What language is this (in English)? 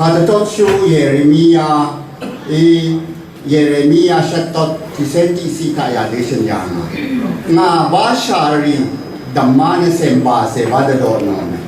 Rawang